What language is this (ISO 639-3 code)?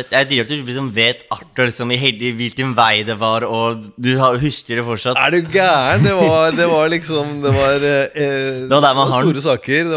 nor